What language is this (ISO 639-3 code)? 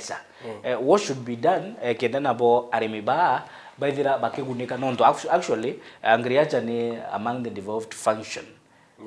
mer